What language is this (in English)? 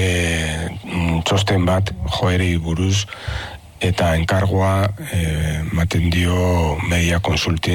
Basque